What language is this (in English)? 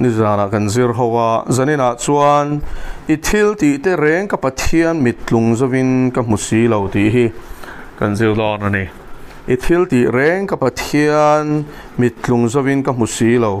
Mizo